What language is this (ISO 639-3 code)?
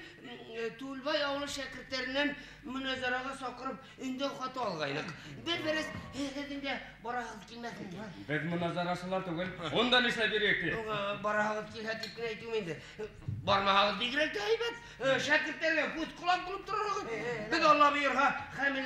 bak